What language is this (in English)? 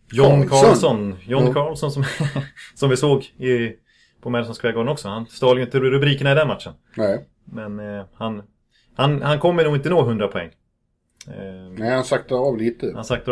Swedish